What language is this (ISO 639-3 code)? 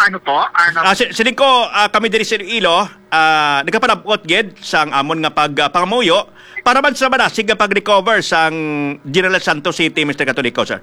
hil